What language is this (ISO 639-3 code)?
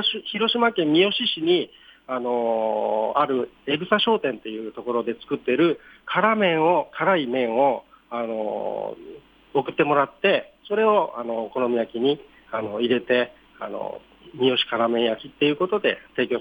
jpn